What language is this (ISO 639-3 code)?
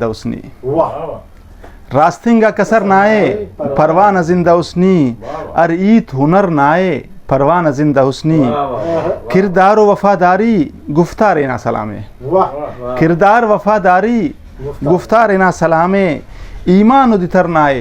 brh